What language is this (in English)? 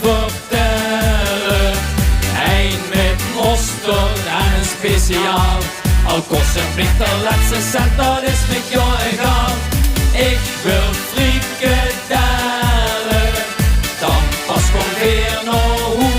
Limburgish